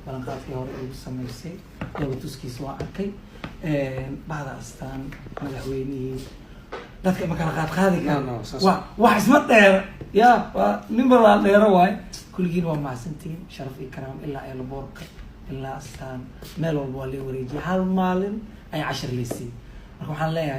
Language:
Somali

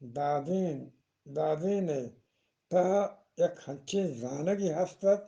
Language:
Eastern Balochi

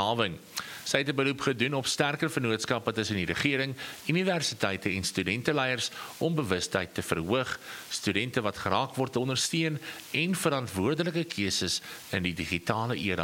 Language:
Afrikaans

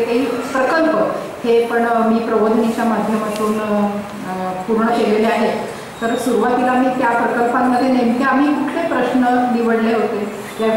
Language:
Marathi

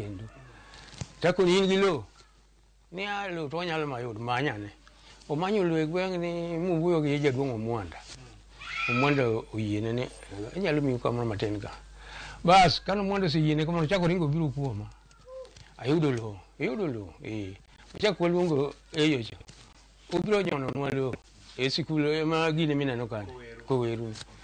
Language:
Luo (Kenya and Tanzania)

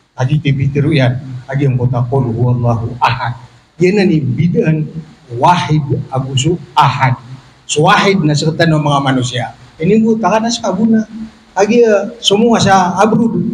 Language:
Maranao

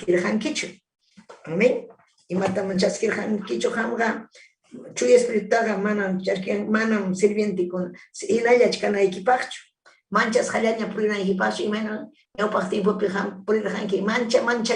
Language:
Ayacucho Quechua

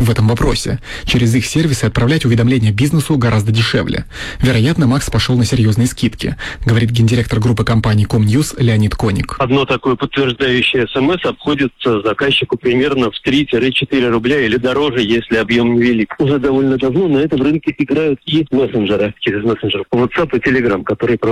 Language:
Russian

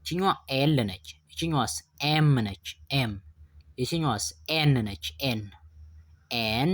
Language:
Amharic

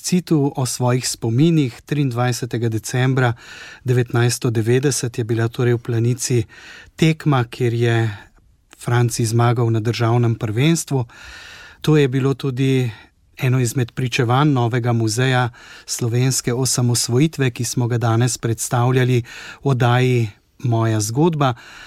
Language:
Slovenian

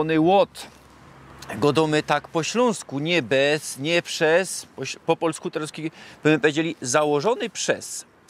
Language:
Silesian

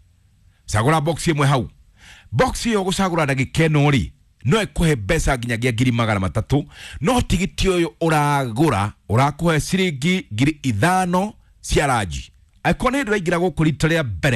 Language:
Kikuyu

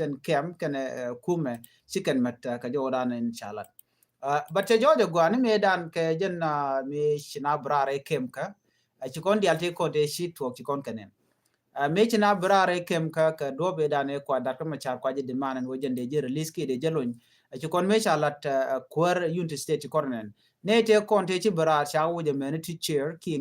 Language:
Nuer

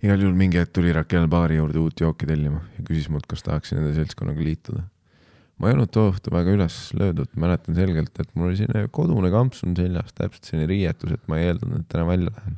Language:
Estonian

